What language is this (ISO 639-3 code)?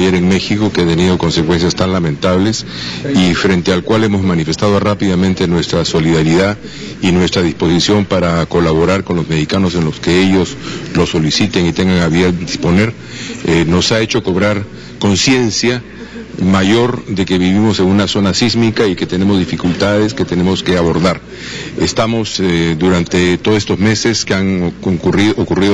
spa